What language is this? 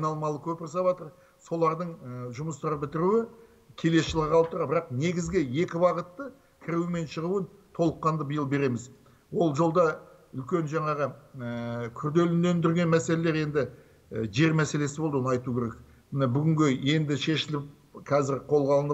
Kazakh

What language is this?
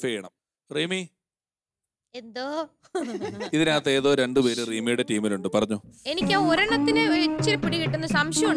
Malayalam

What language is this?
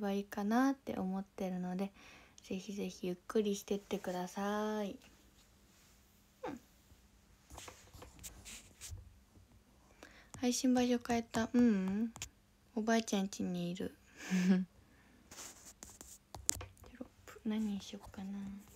Japanese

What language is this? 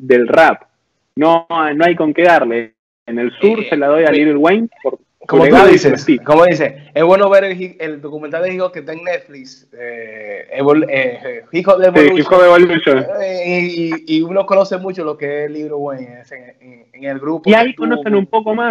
Spanish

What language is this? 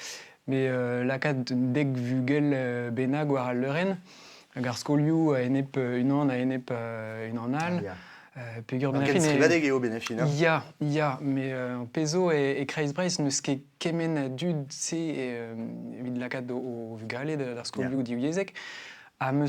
Breton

